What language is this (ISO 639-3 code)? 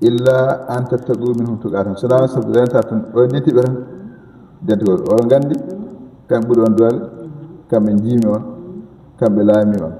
ful